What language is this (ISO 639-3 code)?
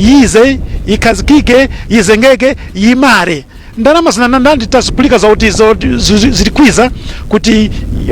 nya